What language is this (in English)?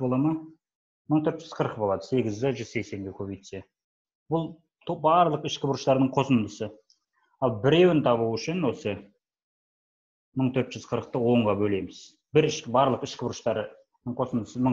Kazakh